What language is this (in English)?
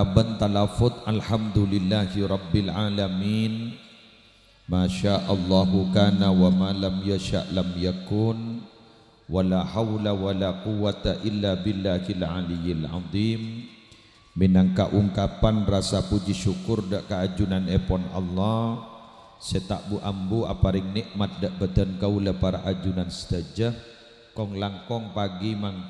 Madurese